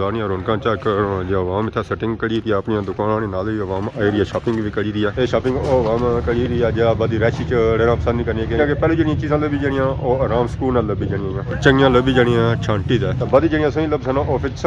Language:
Pahari-Potwari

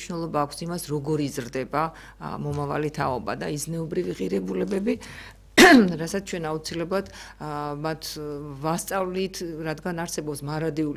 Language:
Georgian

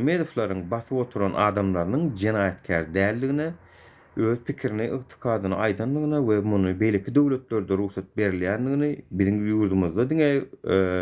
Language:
Turkmen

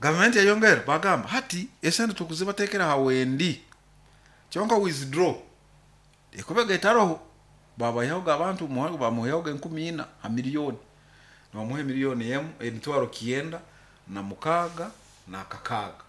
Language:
Nyoro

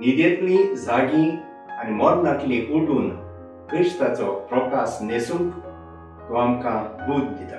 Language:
Konkani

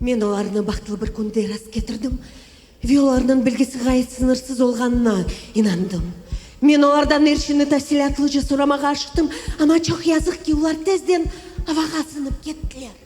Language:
Crimean Tatar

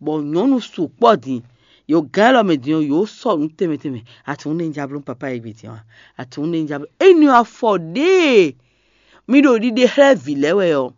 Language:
Fon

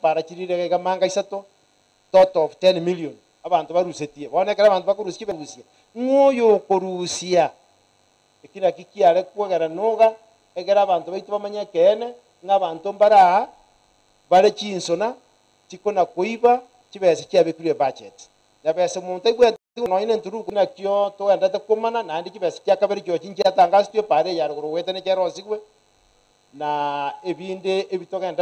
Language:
Gusii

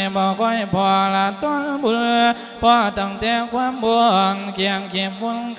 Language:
Lao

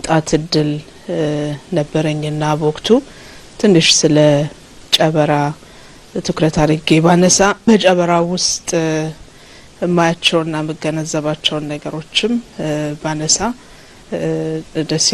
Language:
Amharic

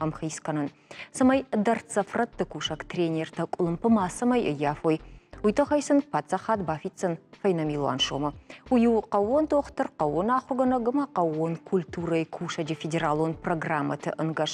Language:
Ossetic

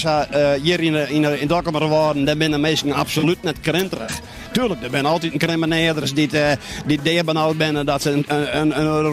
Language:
Western Frisian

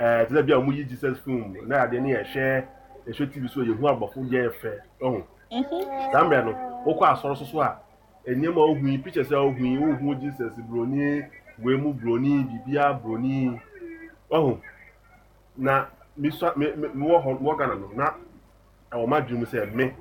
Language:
Akan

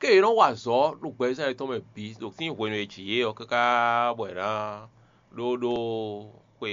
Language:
Fon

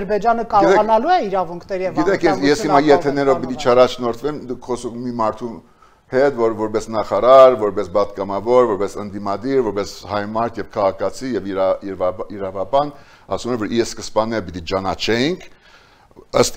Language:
Armenian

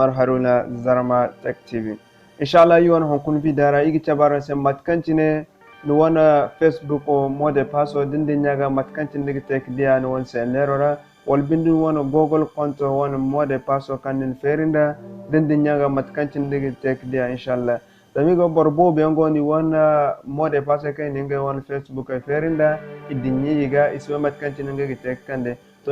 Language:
Zarma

